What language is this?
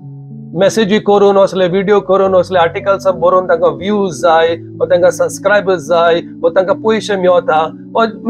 Konkani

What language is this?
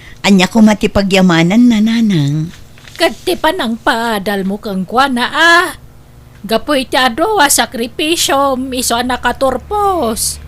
Iloko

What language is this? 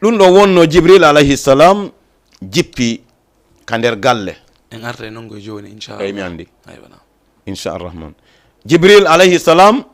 Fula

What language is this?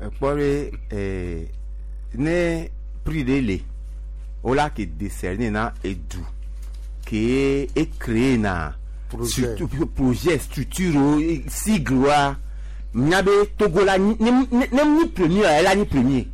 Gen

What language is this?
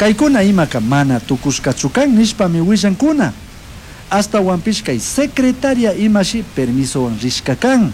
Chimborazo Highland Quichua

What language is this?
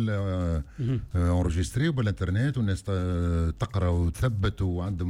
Tunisian Arabic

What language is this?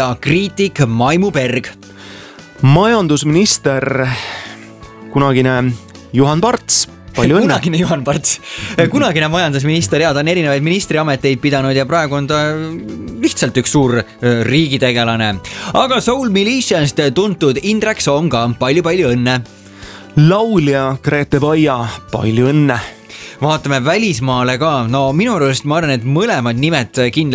Estonian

